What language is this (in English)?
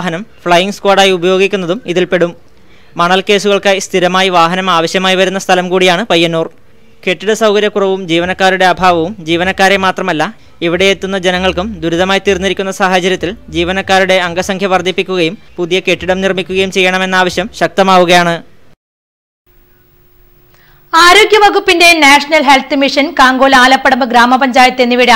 Malayalam